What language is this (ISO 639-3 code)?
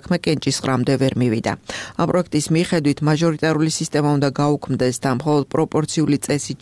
kat